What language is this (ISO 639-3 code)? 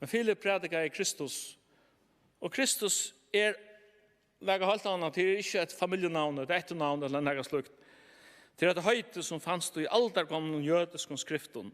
fao